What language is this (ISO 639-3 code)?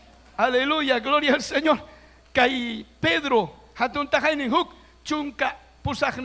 quy